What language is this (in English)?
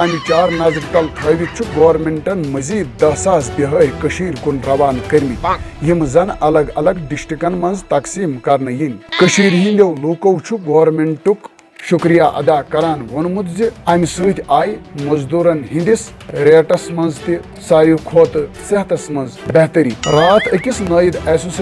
Kashmiri